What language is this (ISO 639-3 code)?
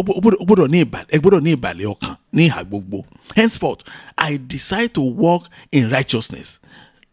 yor